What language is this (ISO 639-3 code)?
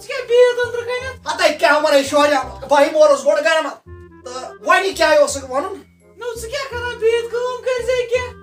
kas